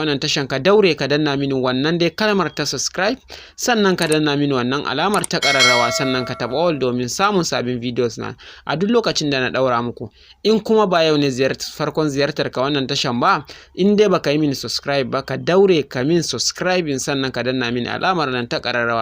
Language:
Hausa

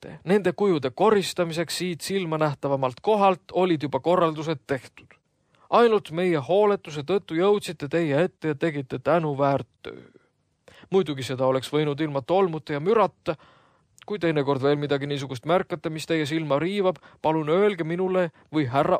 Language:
Estonian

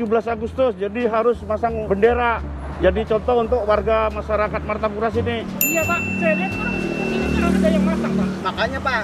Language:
Banjar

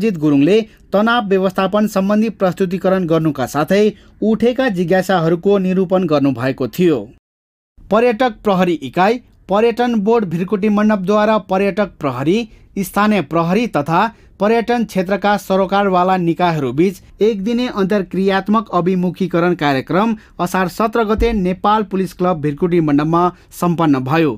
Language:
Nepali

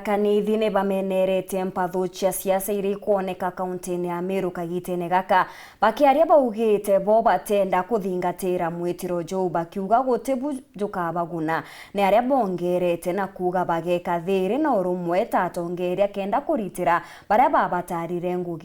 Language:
Meru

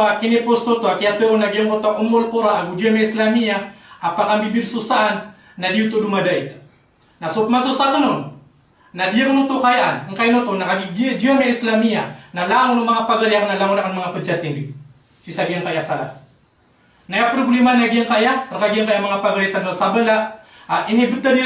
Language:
Maranao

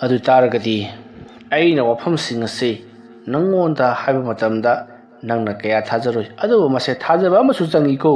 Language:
Manipuri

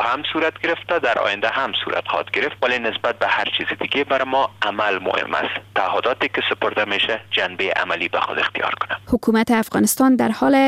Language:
Persian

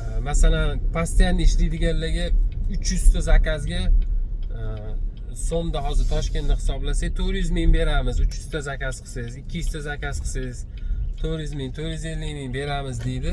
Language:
Uzbek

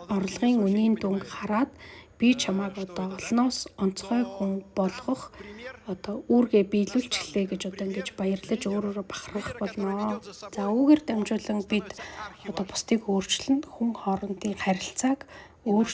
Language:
Mongolian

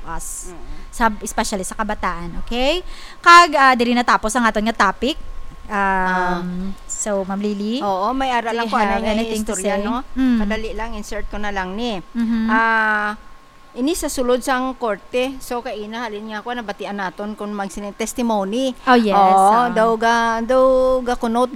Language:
Hiligaynon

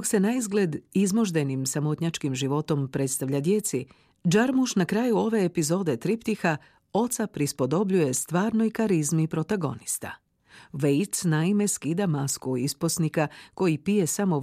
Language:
Croatian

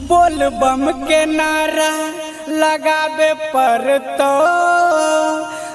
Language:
Bhojpuri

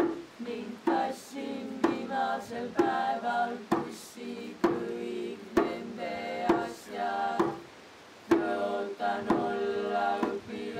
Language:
Estonian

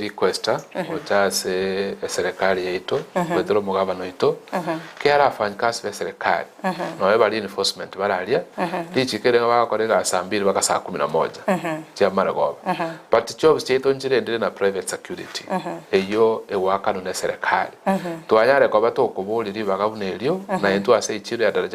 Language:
Gusii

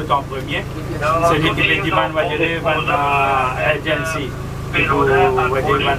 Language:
Morisyen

